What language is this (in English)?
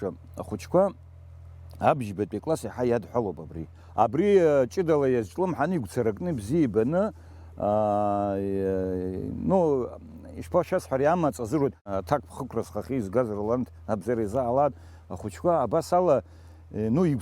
Abkhazian